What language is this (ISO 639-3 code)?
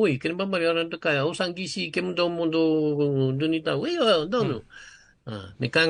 fij